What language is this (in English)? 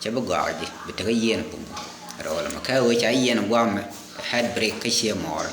Nuer